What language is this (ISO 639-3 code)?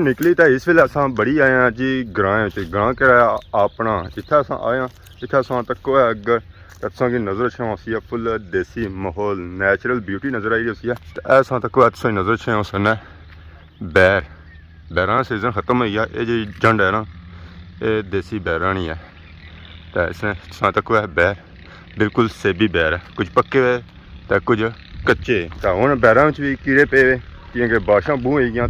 phr